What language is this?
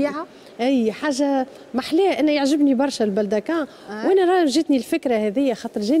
Tunisian Arabic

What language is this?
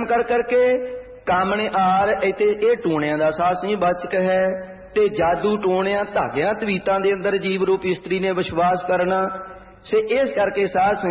Punjabi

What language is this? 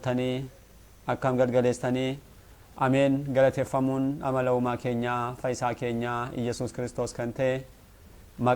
Oromo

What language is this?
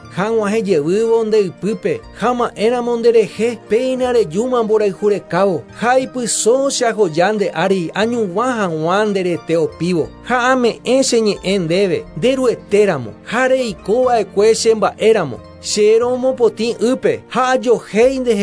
Guarani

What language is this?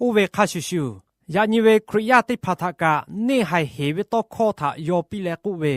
Lahu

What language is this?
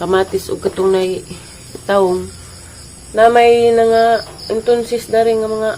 Cebuano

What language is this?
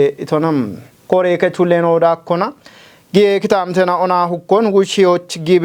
Kafa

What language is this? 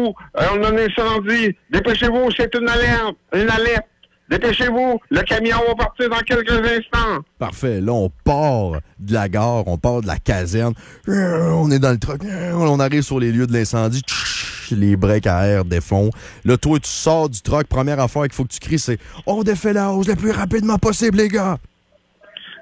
French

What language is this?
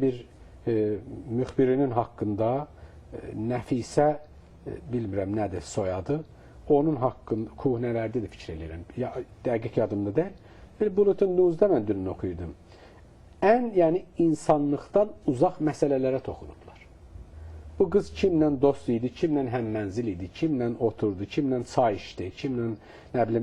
Azerbaijani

